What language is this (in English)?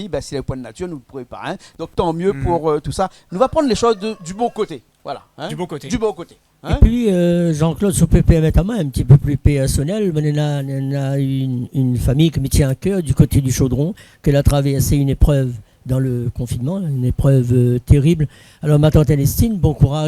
Réunion Creole French